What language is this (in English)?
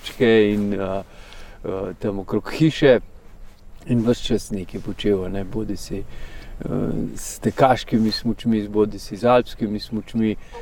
Slovenian